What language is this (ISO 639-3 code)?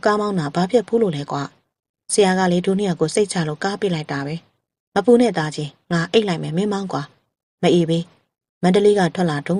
mya